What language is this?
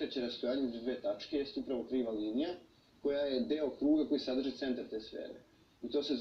Serbian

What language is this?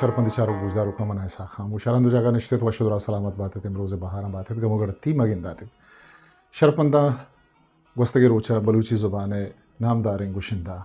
Eastern Balochi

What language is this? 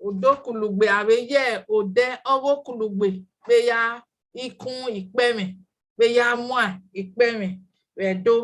Bini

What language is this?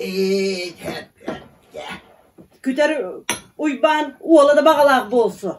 Yakut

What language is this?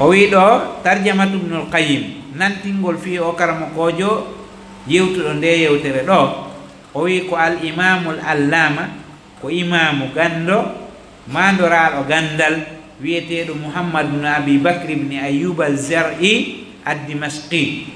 Fula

